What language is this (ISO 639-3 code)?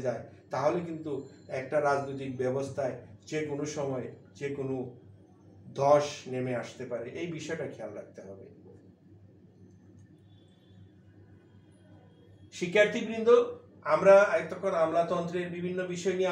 ben